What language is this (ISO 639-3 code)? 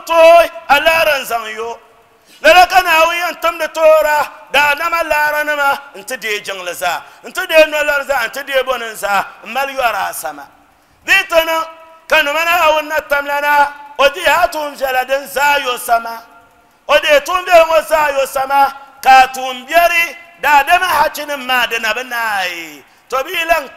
dag